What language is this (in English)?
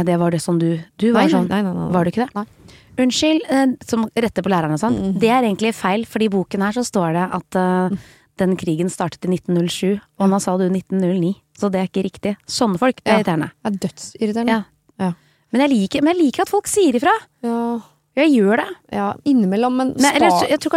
Norwegian